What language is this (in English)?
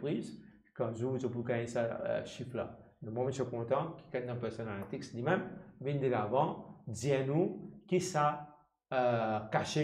Morisyen